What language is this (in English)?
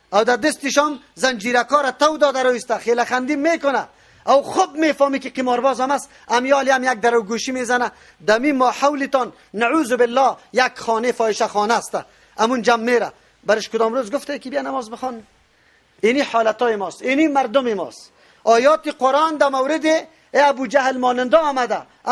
Persian